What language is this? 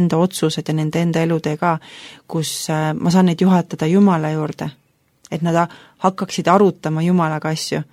Estonian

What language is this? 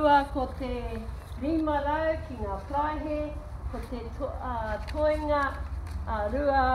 Māori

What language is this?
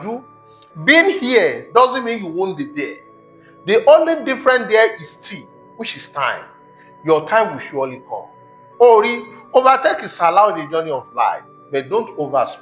Yoruba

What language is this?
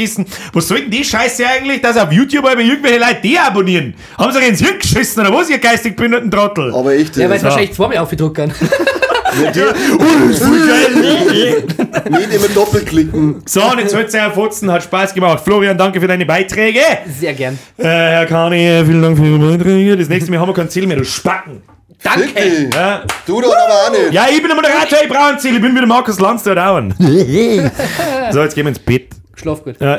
Bavarian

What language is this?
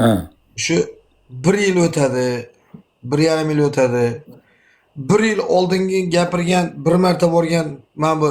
Uzbek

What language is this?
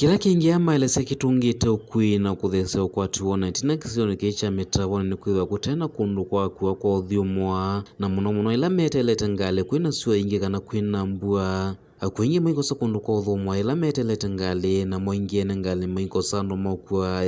Kamba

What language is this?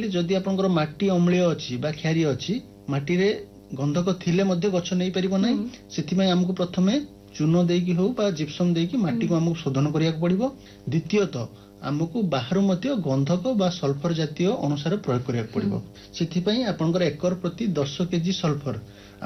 Odia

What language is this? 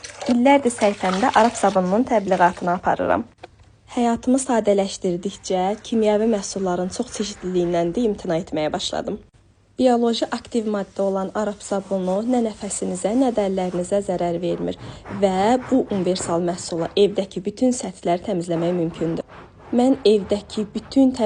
Azerbaijani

